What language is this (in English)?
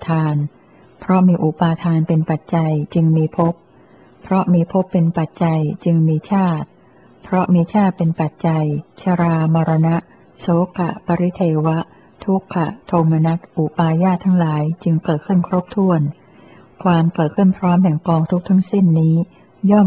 Thai